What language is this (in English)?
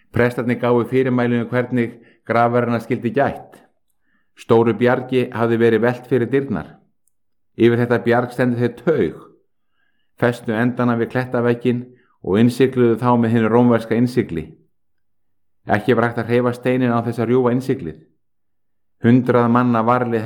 Icelandic